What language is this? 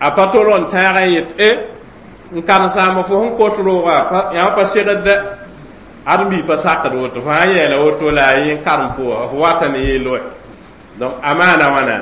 Mossi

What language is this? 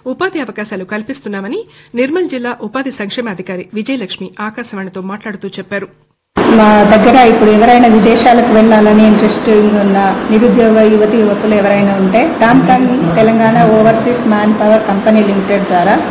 Telugu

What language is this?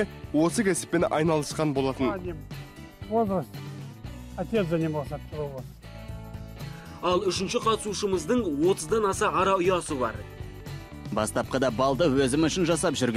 Kazakh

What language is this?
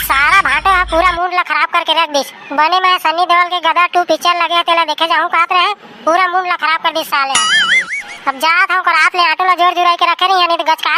Chhattisgarhi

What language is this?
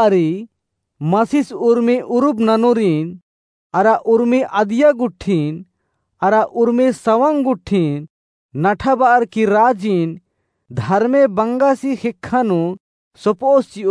Kurukh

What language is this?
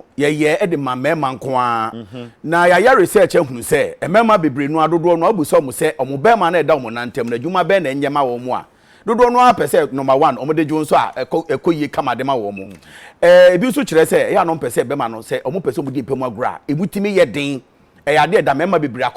Akan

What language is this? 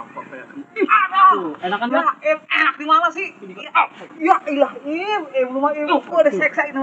Betawi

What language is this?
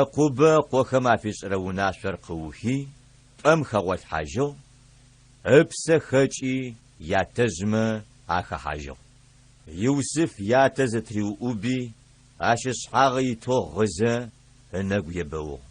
Adyghe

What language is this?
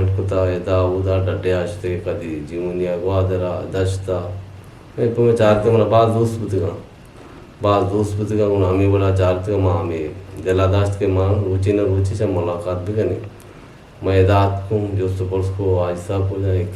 Eastern Balochi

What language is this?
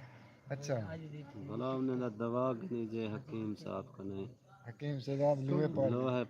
Saraiki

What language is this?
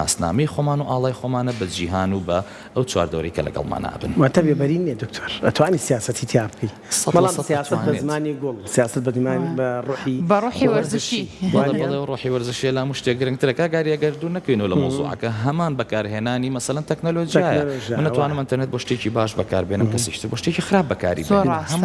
Central Kurdish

